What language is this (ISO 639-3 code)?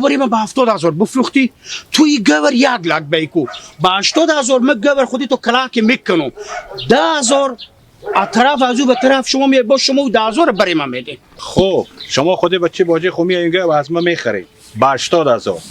haz